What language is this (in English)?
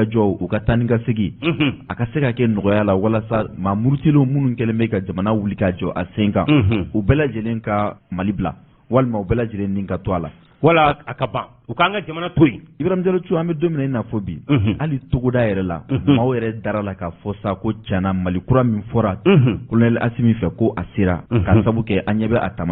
Bambara